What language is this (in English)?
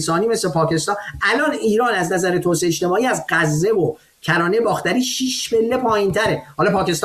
Persian